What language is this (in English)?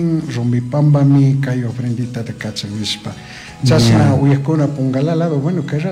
Chimborazo Highland Quichua